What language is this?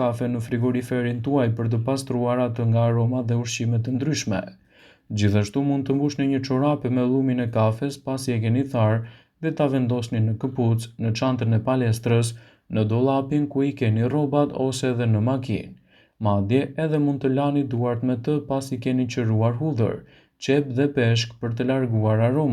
Albanian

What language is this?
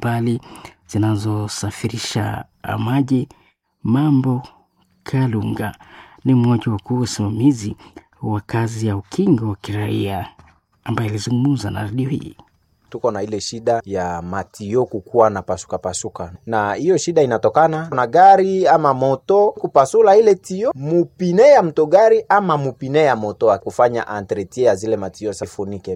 Swahili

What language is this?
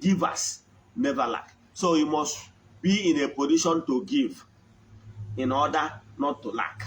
Igbo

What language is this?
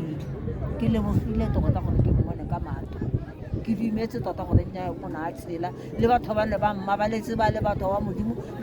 Tswana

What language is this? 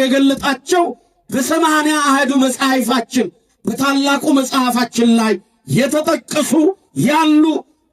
Amharic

